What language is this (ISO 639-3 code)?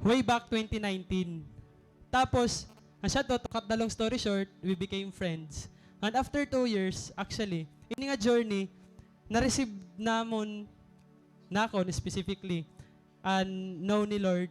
war